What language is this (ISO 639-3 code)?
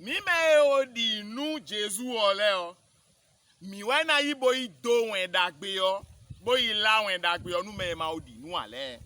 fon